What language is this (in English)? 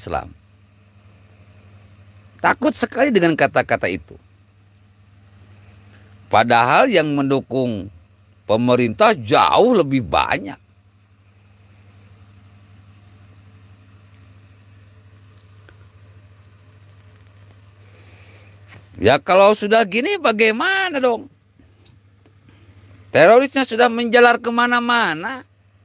Indonesian